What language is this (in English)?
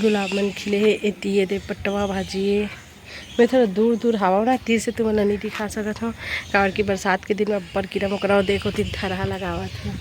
Chhattisgarhi